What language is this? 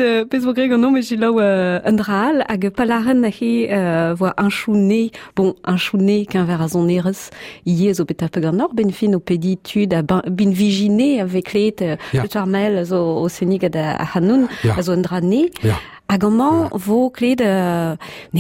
Breton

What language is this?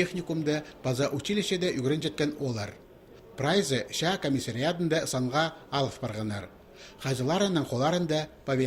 Khakas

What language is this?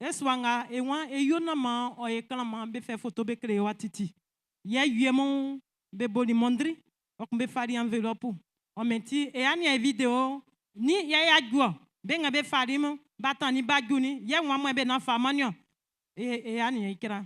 Baoulé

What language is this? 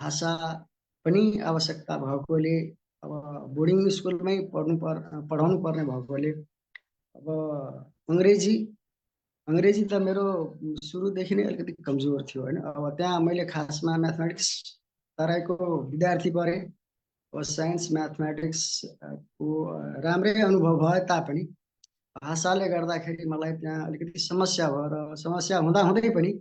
Nepali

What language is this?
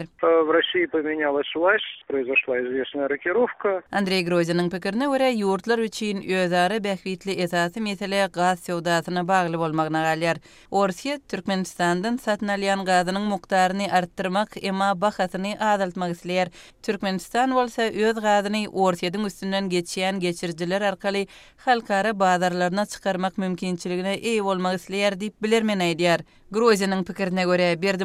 Turkmen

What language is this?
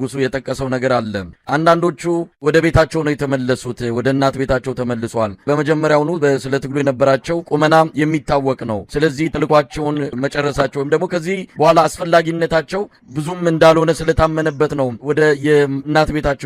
Amharic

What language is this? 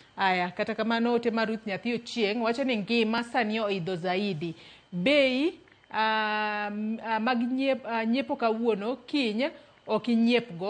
Luo (Kenya and Tanzania)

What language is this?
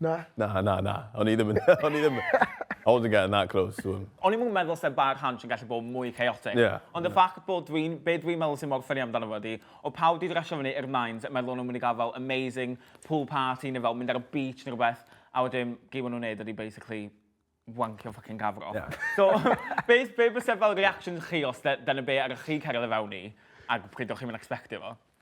Welsh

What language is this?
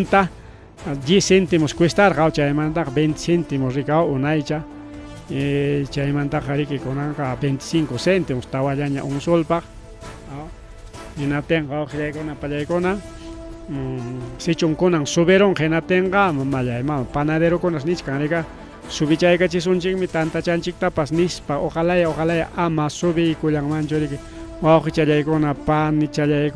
Ayacucho Quechua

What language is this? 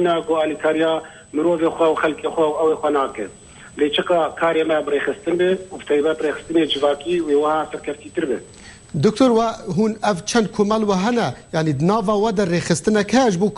Kurdish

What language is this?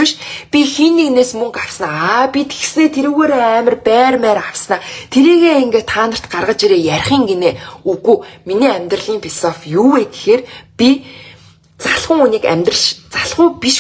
Mongolian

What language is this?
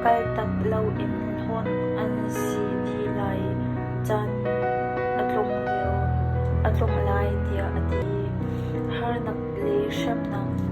Hakha Chin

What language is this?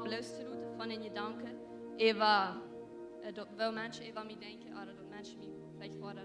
Plautdietsch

